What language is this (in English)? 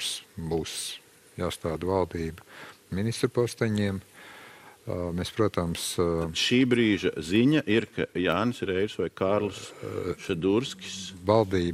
Latvian